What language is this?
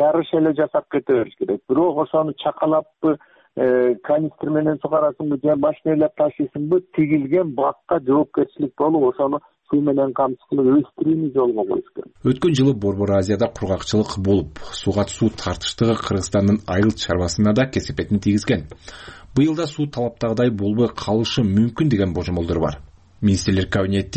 Kyrgyz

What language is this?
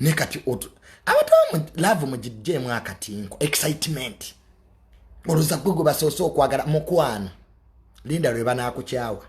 Ganda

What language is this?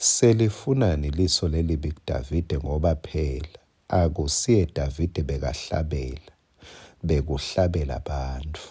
Swati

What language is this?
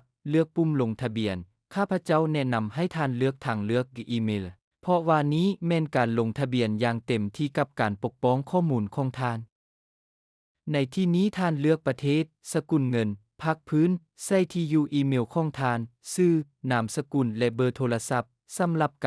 Lao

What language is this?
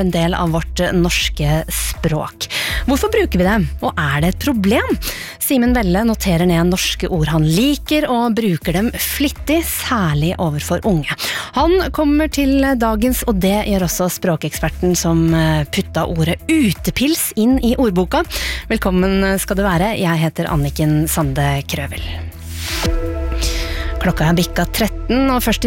Norwegian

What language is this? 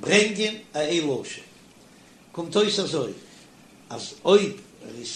Yiddish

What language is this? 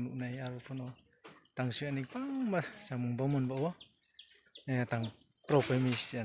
Riang (India)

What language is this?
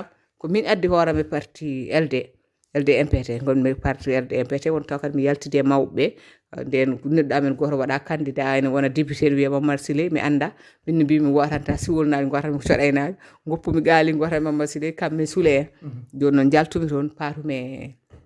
Fula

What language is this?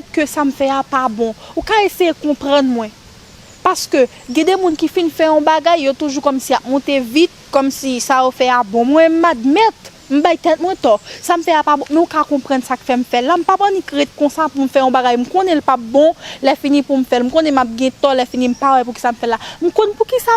Haitian Creole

